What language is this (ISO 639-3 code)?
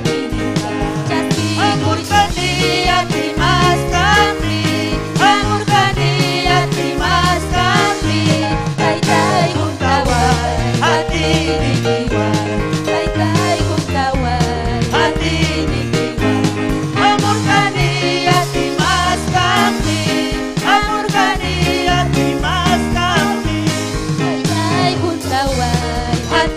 quy